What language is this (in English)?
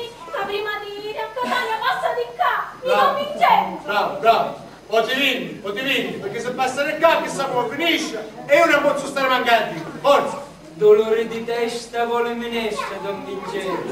Sicilian